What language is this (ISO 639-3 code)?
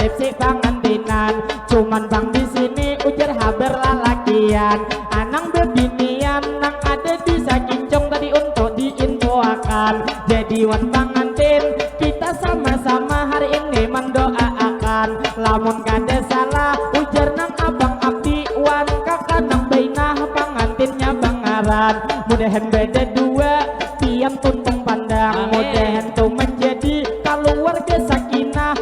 bjn